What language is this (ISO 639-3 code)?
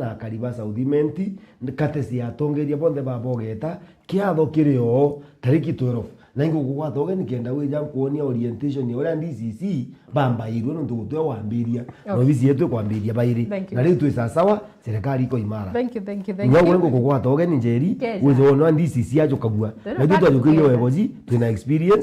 mer